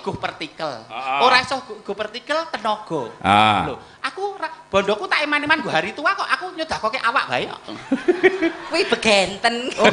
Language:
Javanese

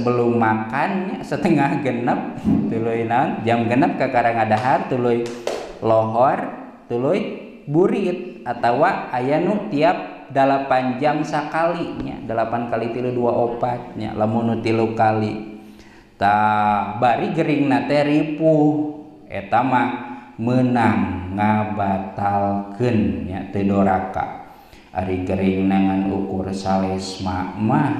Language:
Sundanese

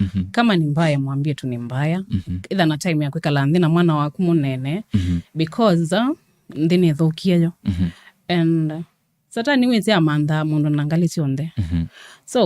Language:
Kamba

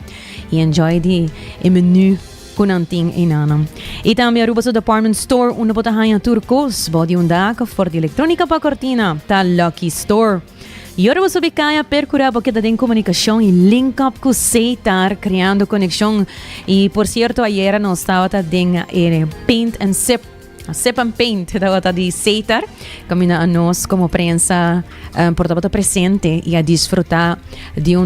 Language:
Papiamento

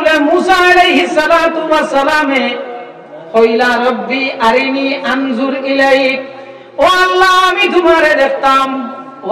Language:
Sylheti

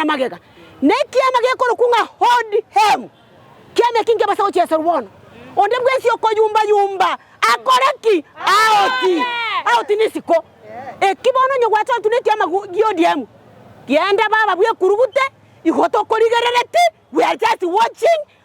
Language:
Gusii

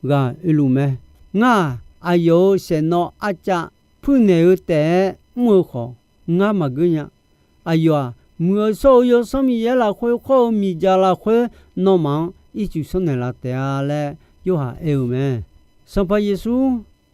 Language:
Akha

